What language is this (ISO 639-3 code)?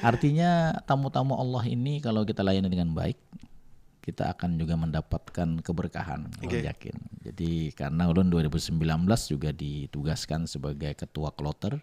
bjn